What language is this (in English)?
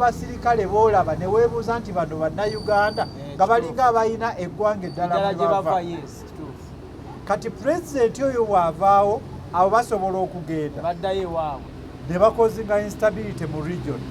Ganda